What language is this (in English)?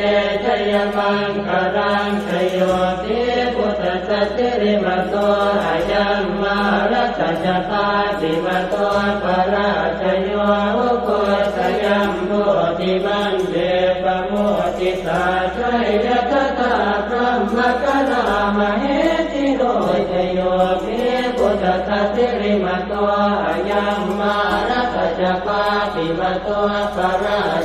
Pali